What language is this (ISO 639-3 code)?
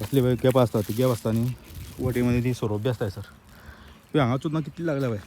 kok